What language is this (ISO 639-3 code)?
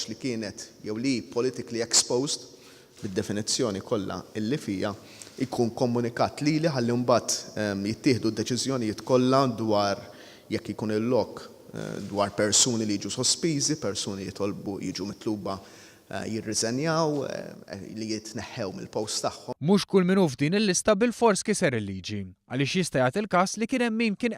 mlt